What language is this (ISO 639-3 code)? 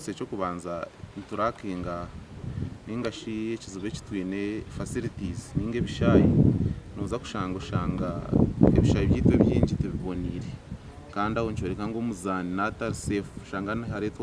nyn